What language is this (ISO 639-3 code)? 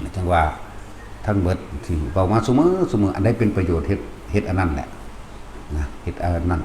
lao